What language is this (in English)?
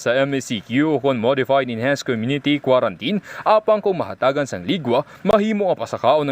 Hiligaynon